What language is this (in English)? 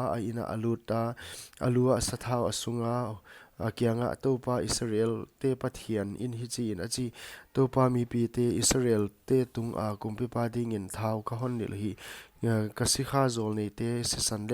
Paite Chin